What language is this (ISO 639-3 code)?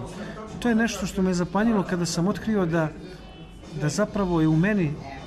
srp